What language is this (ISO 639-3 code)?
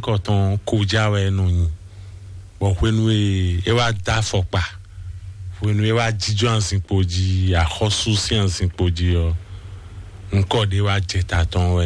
fon